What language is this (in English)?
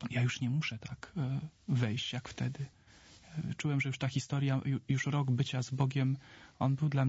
Polish